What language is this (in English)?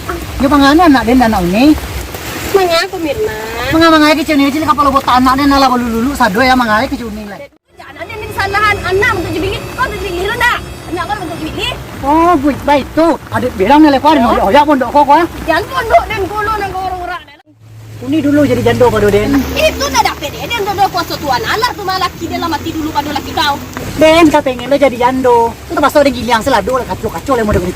Minangkabau